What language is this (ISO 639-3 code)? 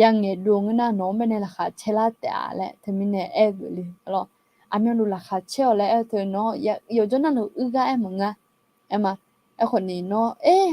ahk